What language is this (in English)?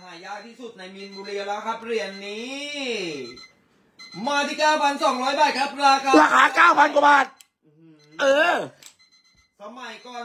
Thai